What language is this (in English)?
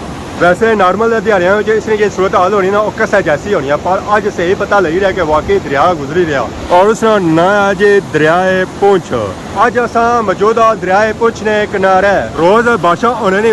Pahari-Potwari